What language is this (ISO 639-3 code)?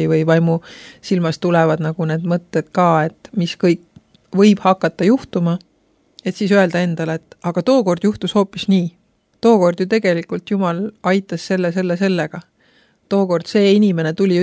est